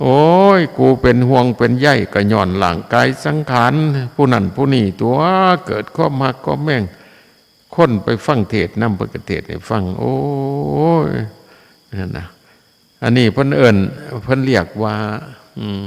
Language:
Northeastern Thai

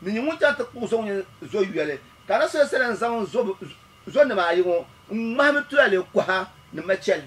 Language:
Dagbani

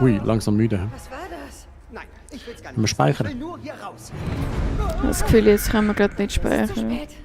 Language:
Swiss German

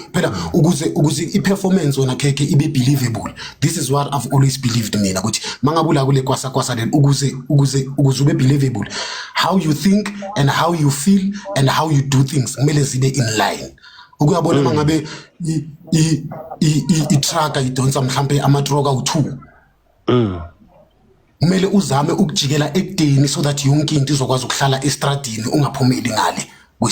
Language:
Zulu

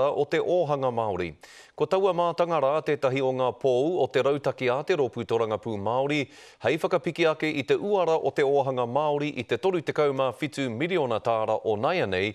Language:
Māori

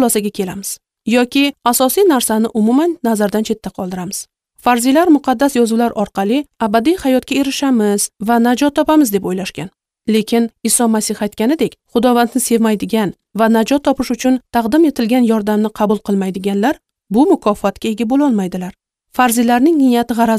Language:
Uzbek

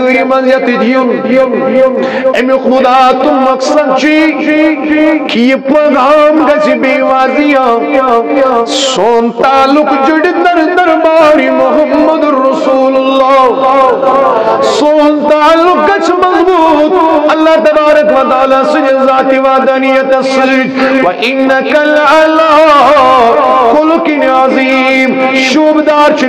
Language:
Kashmiri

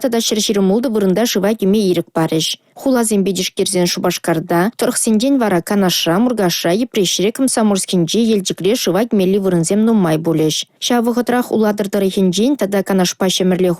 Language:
Chuvash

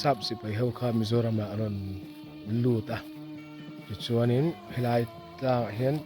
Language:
Mizo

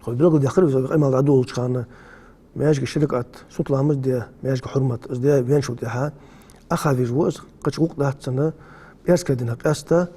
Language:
Ingush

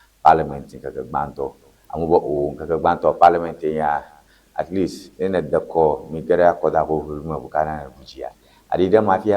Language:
Ewe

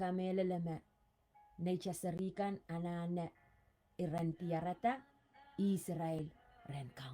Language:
Pohnpeian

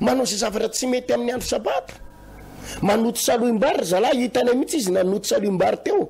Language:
Malagasy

